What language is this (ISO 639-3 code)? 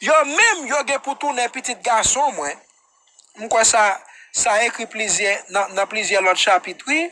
hat